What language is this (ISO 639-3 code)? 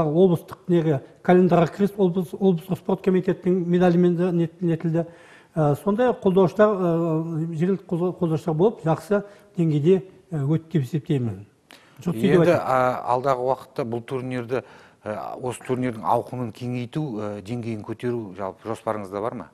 kaz